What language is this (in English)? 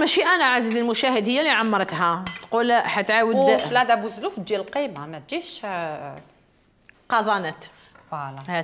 Algerian Arabic